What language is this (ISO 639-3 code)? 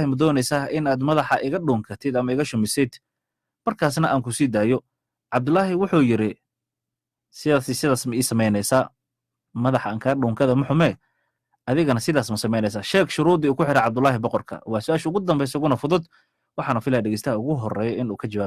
som